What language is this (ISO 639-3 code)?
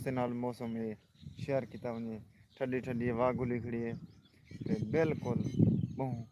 skr